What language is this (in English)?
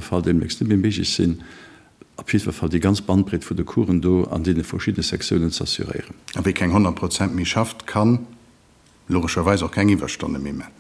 Luxembourgish